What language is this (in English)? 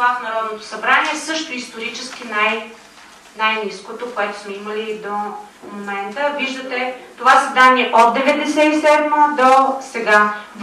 Bulgarian